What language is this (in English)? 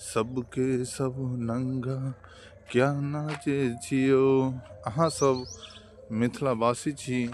Maithili